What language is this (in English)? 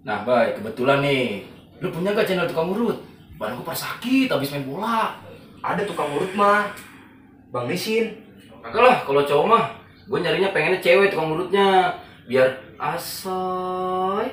Betawi